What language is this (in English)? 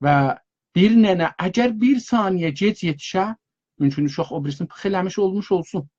South Azerbaijani